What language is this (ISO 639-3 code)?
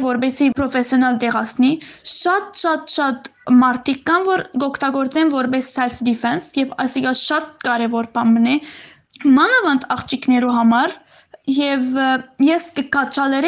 hyw